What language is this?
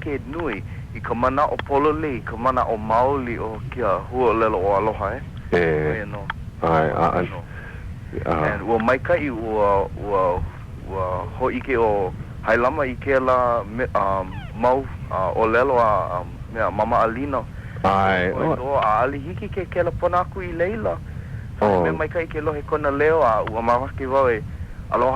Hawaiian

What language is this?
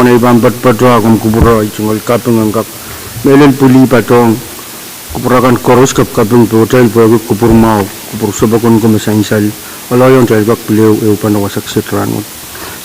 Pohnpeian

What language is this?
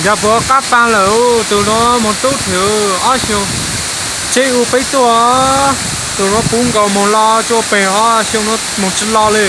Hmong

